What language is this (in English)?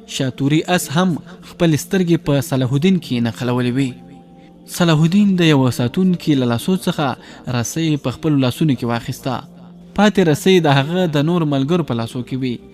Pashto